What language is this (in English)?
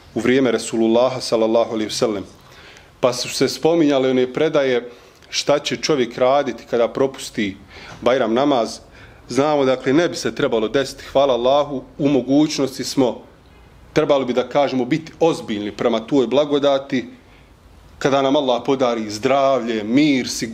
Bosnian